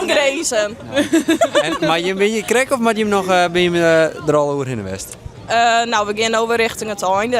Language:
Western Frisian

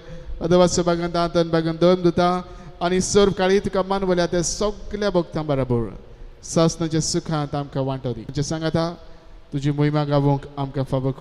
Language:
Konkani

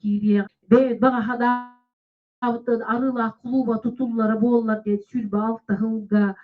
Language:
Yakut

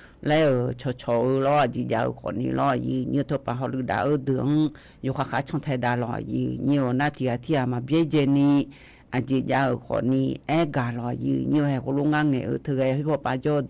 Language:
Akha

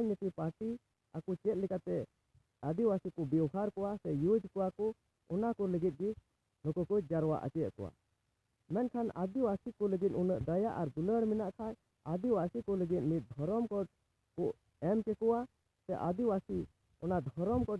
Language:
Santali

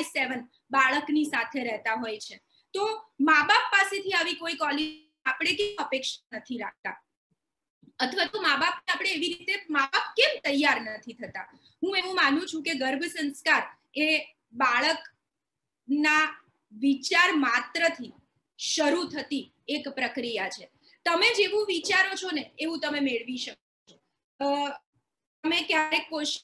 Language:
Gujarati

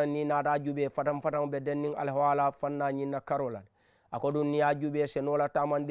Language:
Mandingo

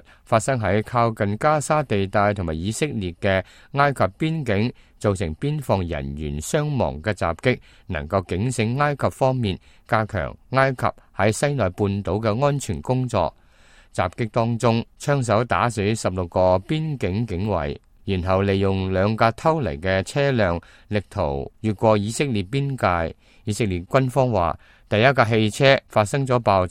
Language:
Cantonese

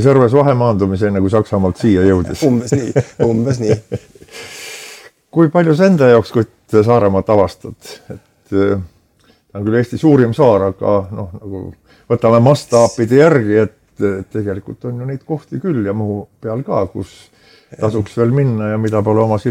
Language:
Estonian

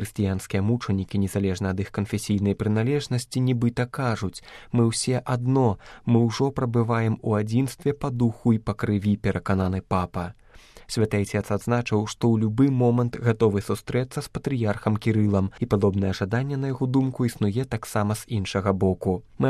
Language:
Belarusian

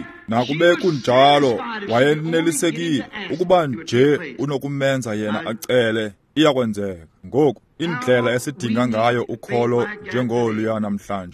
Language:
Xhosa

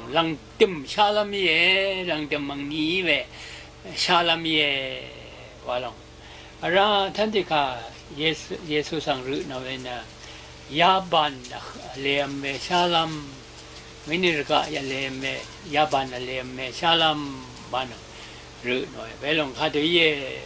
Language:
Rawang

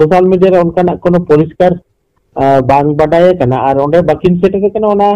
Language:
Santali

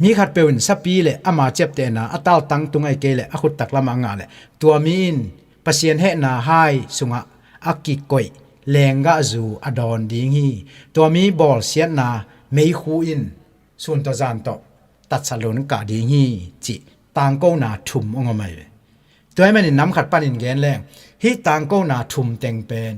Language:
Tedim Chin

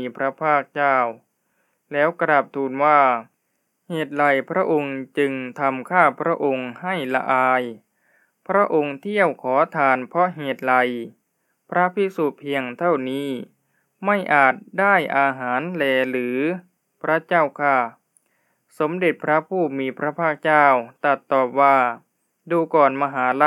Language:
Thai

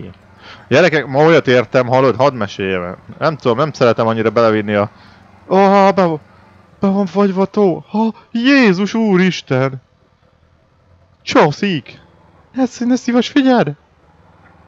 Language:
Hungarian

